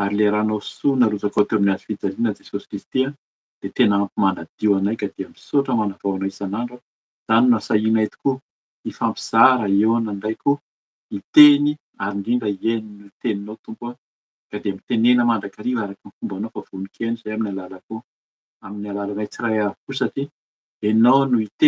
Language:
Malagasy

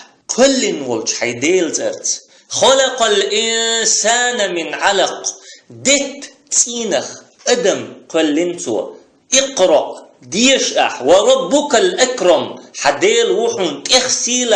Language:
Chechen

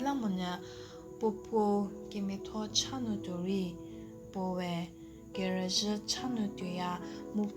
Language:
Angami Naga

